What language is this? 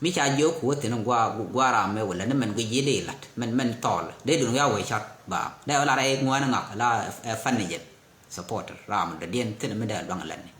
Nuer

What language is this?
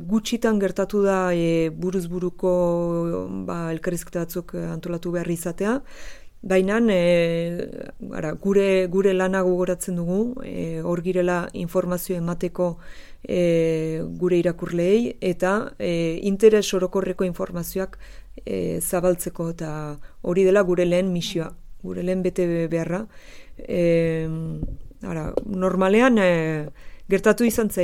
Basque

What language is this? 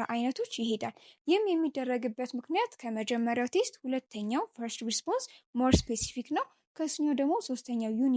Amharic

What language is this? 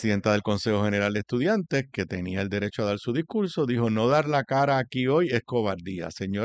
Spanish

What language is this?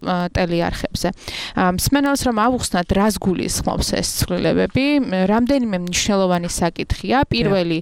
Georgian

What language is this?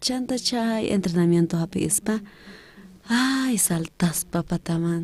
South Bolivian Quechua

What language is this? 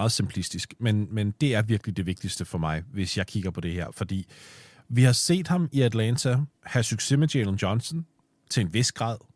Danish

